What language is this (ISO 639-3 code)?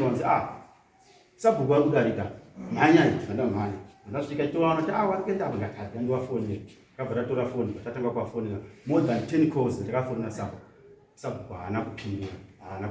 sna